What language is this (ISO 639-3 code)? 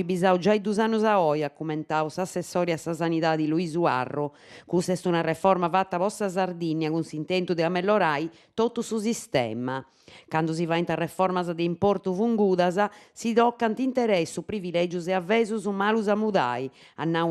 srd